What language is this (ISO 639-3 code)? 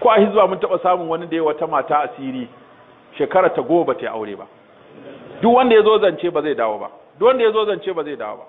hau